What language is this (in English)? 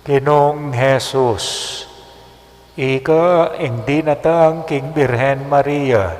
Pampanga